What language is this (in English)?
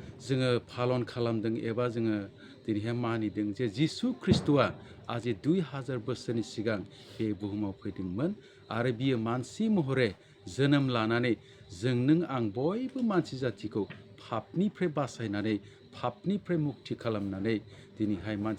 Bodo